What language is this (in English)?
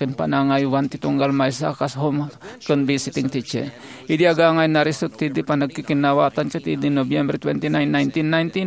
Iloko